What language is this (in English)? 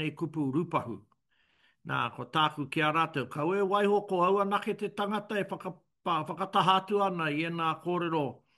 Māori